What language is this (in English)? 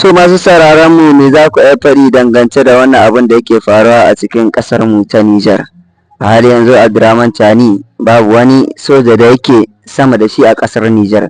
Hausa